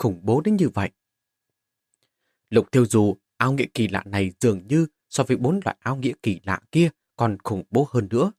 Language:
Vietnamese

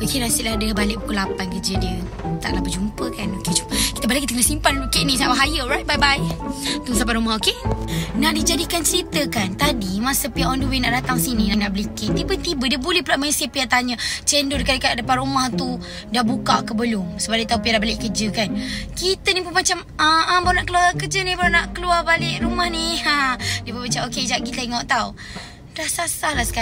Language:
Malay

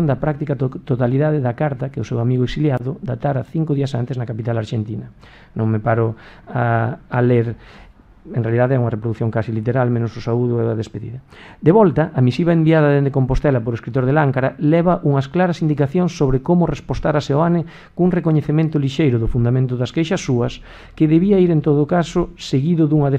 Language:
Galician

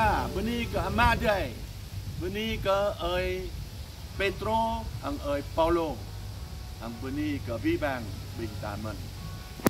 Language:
Jarai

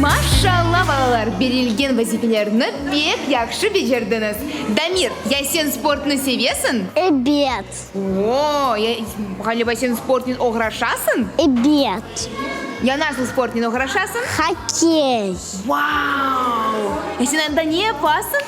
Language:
Crimean Tatar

